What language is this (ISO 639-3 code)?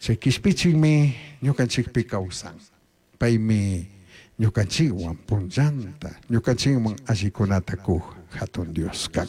qug